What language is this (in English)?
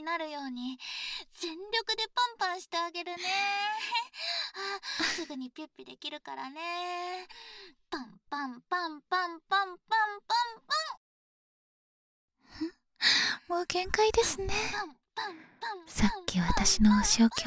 Japanese